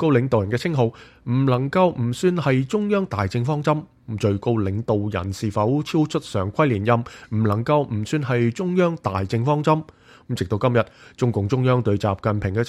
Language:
Cantonese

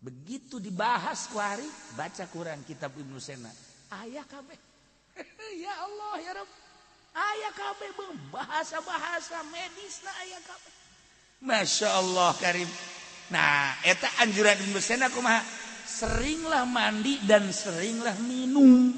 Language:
Sundanese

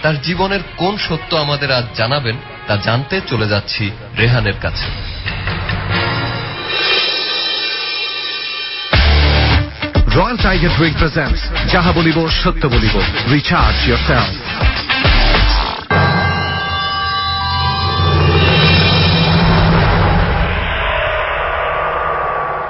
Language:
Bangla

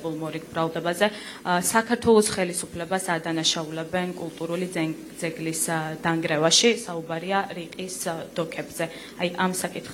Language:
Georgian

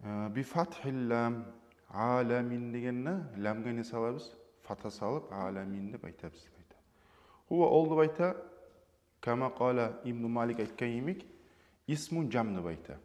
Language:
Kumyk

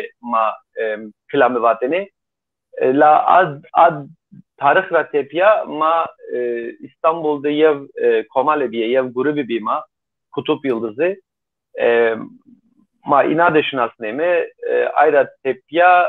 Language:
Zaza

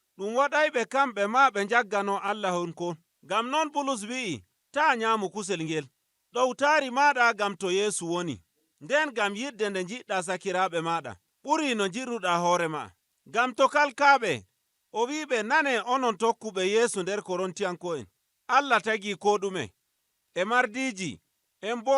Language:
Nigerian Fulfulde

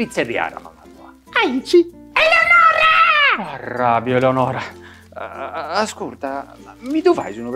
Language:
Sardinian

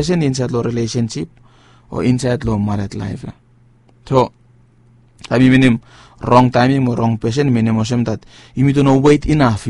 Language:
Bislama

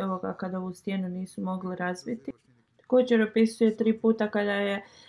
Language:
Bosnian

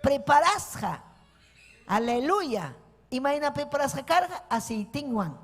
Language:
Ayacucho Quechua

